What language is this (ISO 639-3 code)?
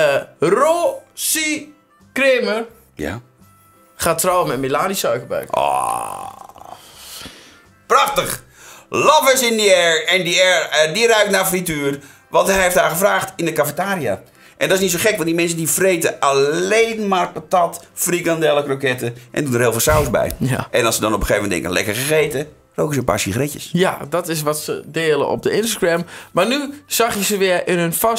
nld